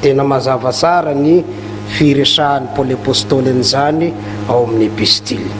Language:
Malagasy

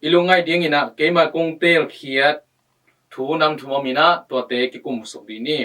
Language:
Tedim Chin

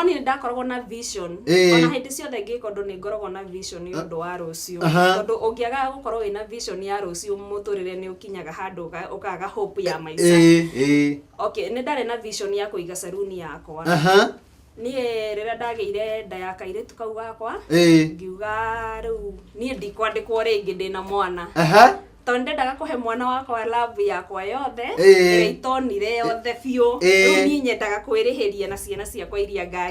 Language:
Kikuyu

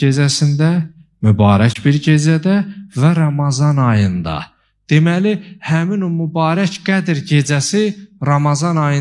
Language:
Azerbaijani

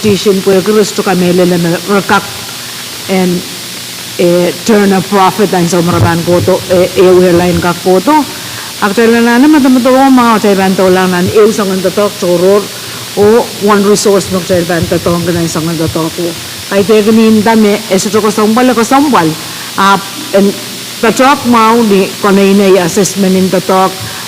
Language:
Pohnpeian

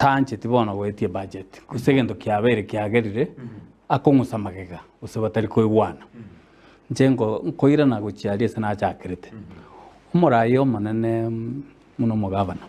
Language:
Gusii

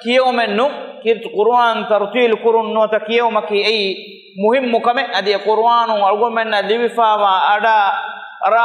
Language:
Divehi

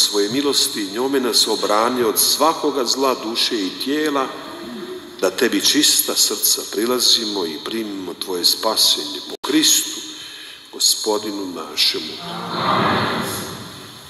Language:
Croatian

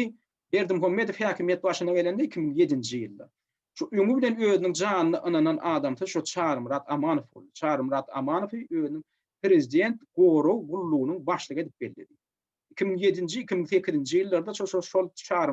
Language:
Turkmen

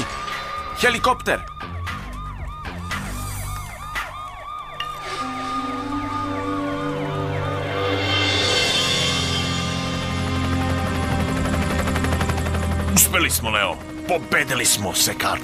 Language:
Serbian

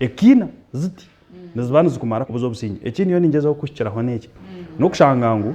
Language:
Nyankole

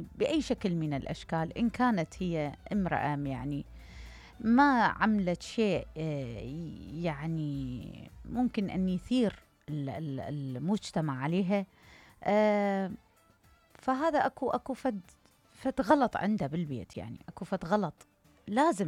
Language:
Mesopotamian Arabic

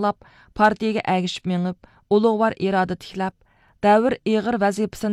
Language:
Uyghur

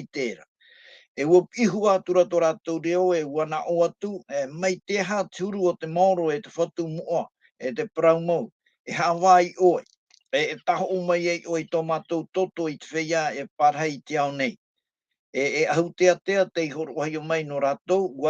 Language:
Tahitian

